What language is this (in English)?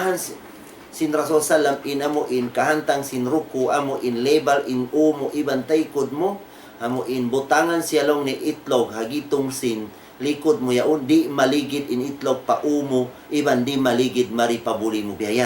Tausug